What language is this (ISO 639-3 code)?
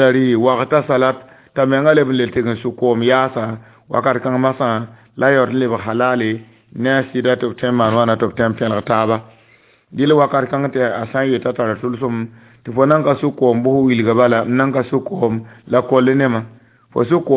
mos